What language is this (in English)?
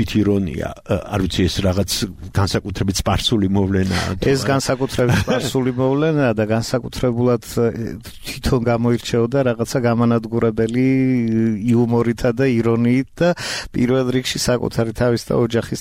Georgian